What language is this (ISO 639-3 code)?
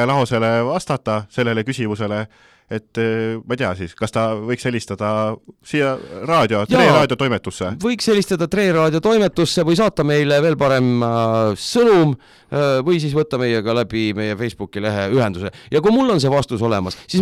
est